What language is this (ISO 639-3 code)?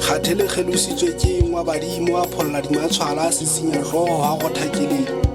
sot